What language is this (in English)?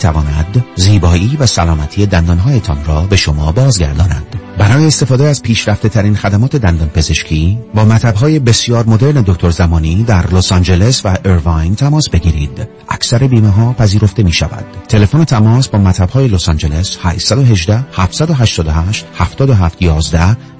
Persian